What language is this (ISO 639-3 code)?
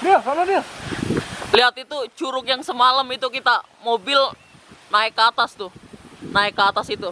bew